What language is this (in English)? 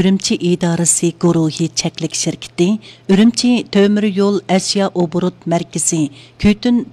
Uyghur